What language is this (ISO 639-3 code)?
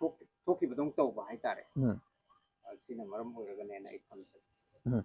mni